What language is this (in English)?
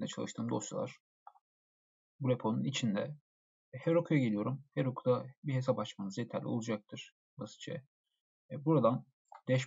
Turkish